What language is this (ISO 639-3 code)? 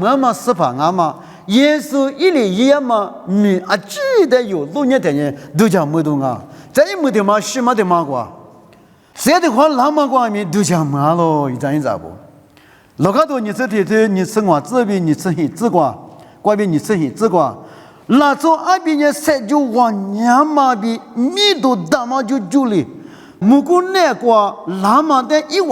lis